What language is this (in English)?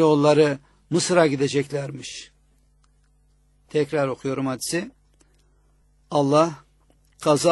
Turkish